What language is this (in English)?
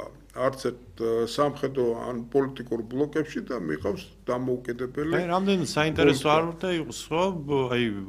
Georgian